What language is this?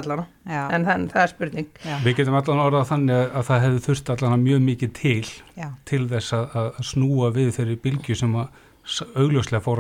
Icelandic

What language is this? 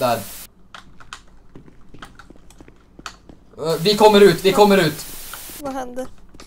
Swedish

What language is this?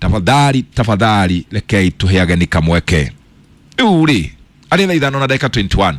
Kikuyu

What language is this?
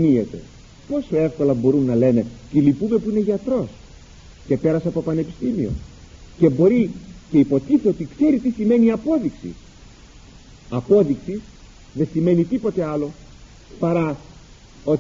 Greek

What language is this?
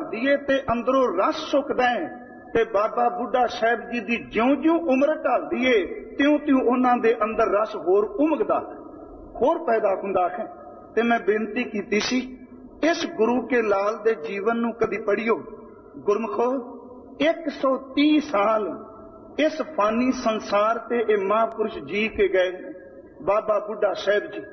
Punjabi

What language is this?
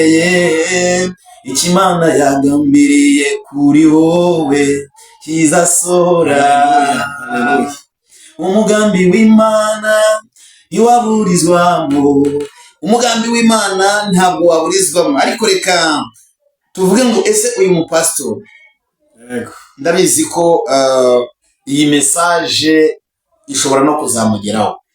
Kinyarwanda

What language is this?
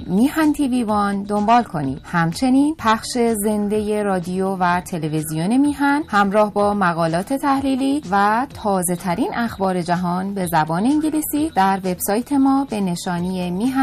Persian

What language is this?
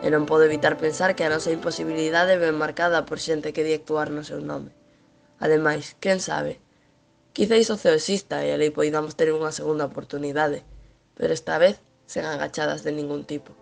Galician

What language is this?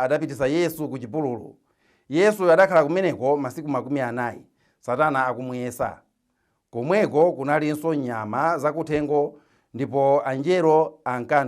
Nyanja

